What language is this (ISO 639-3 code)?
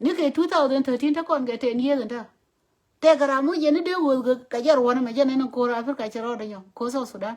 nus